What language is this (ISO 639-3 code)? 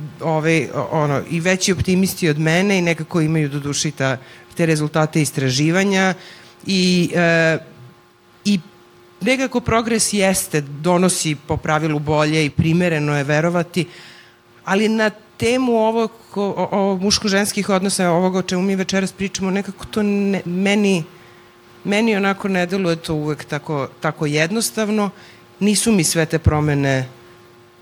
srp